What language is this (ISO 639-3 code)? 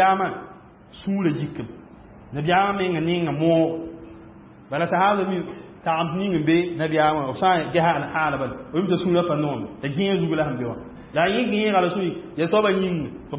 mos